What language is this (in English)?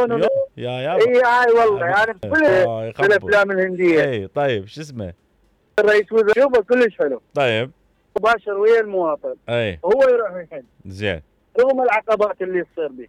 Mesopotamian Arabic